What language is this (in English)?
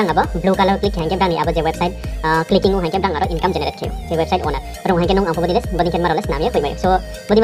Riang (India)